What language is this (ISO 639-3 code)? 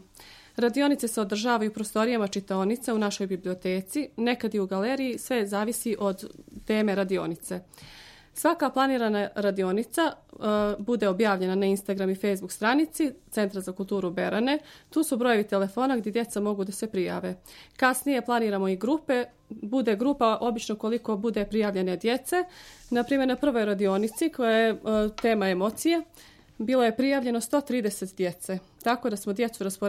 srp